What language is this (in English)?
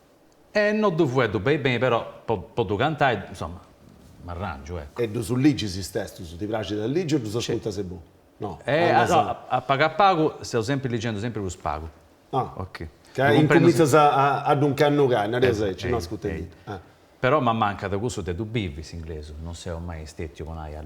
Sardinian